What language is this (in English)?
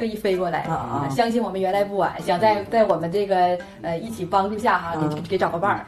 Chinese